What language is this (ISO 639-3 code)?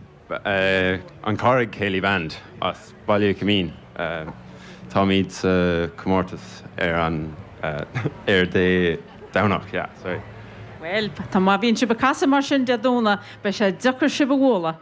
gle